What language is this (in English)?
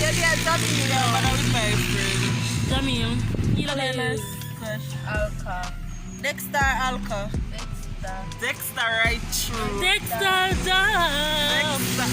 Jamaican Creole English